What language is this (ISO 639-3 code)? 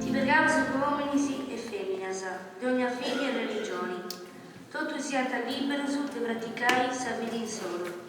srd